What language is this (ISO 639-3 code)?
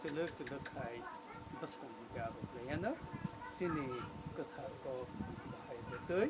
trp